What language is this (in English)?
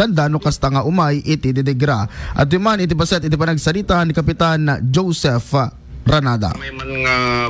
Iloko